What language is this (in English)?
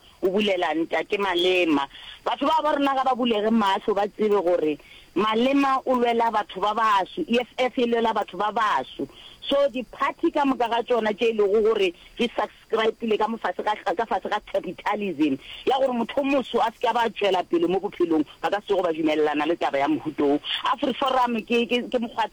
Northern Sotho